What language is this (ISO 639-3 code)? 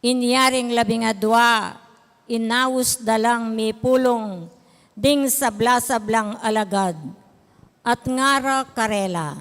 pam